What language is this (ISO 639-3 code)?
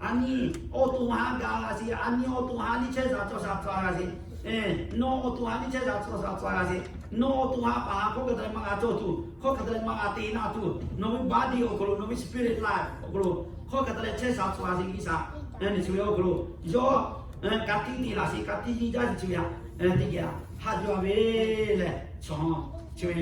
lhu